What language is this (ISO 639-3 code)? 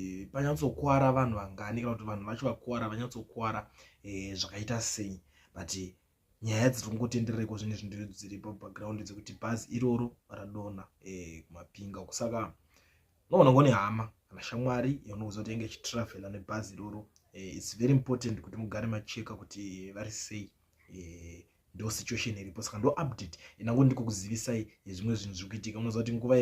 sna